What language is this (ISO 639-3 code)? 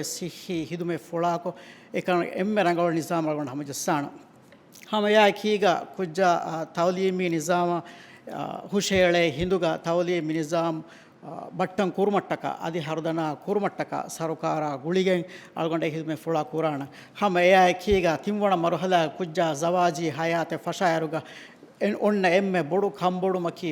div